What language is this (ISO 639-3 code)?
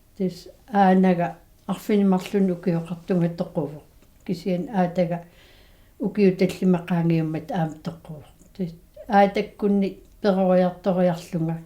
kal